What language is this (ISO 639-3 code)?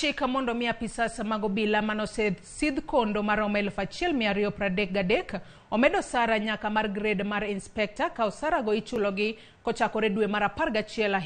luo